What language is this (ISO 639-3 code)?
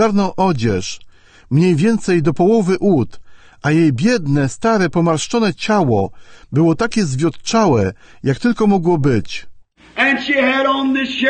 pol